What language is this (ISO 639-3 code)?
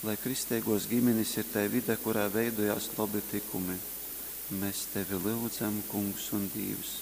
ltg